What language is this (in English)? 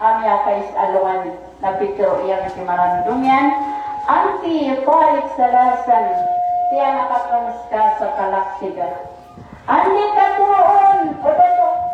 Maranao